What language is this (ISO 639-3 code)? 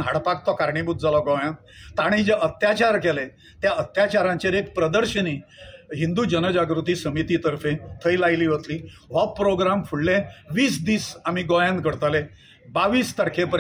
kok